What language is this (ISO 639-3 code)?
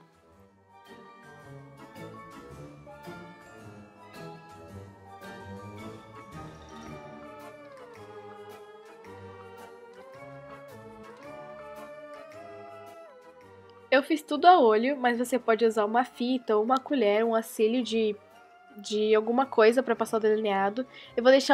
por